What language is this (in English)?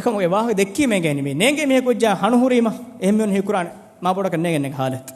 Divehi